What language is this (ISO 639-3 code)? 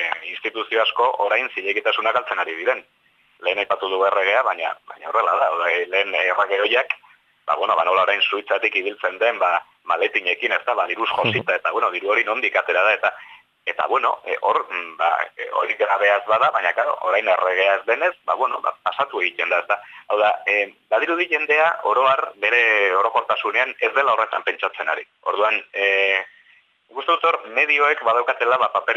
eus